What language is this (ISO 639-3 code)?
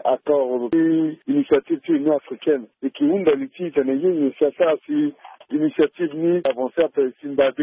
sag